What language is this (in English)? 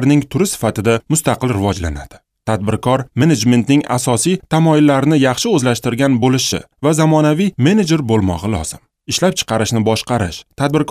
Uzbek